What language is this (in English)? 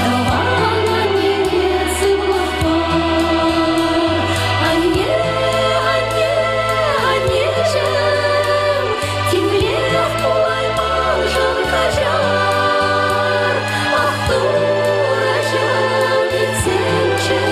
Chuvash